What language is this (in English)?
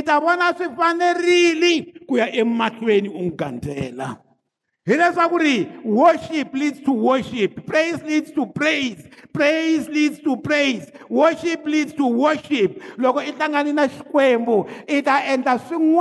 Tsonga